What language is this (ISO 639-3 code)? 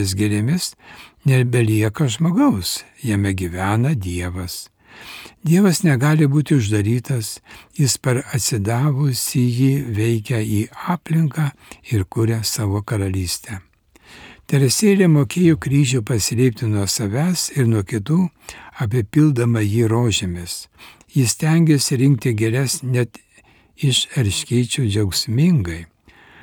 lit